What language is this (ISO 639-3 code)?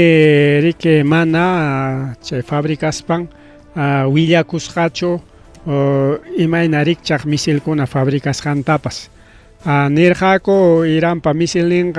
quy